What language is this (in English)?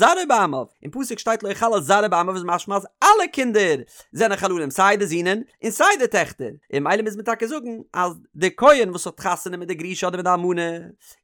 Yiddish